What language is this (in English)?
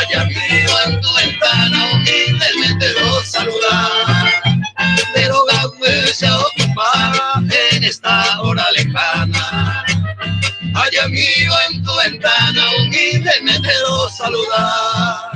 Guarani